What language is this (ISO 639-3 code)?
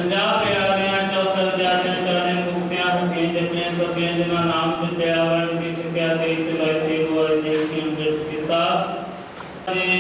pan